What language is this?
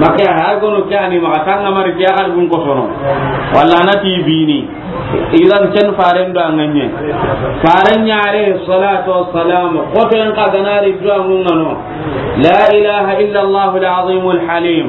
Soninke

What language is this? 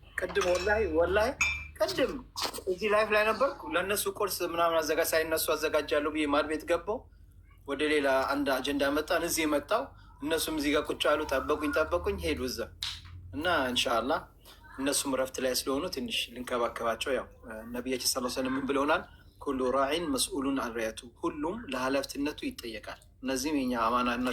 Amharic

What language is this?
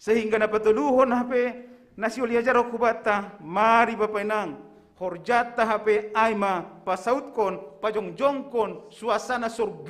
Batak Simalungun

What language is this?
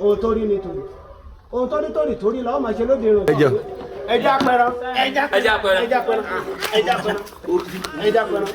Yoruba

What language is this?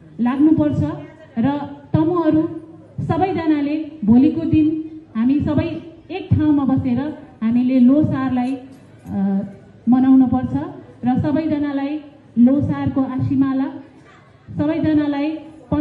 Nepali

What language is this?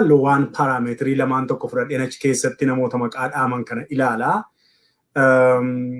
Oromo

